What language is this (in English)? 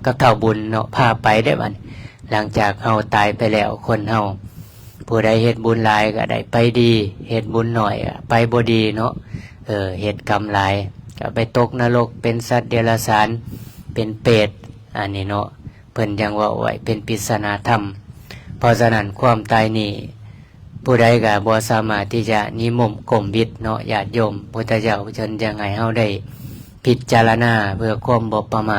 Lao